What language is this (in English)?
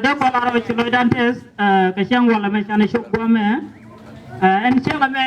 Nuer